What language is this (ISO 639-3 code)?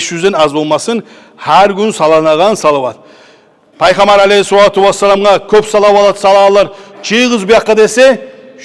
kum